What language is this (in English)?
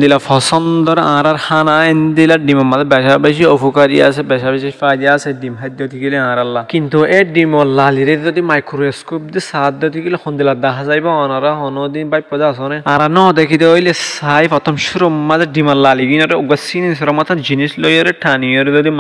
Rohingya